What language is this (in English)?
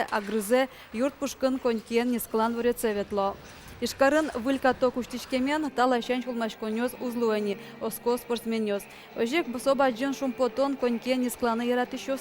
Udmurt